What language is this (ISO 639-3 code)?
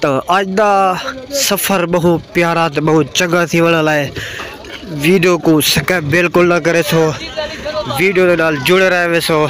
skr